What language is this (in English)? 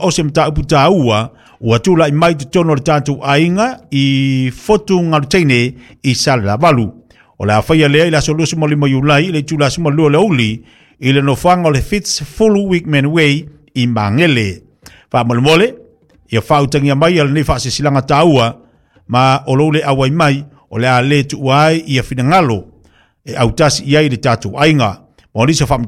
Samoan